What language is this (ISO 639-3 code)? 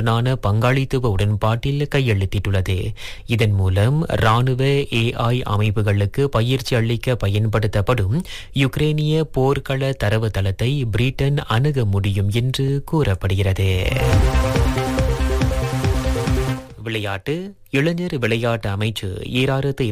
tam